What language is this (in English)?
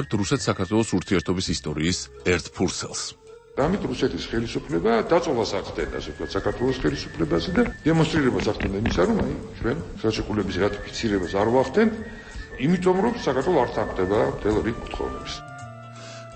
Georgian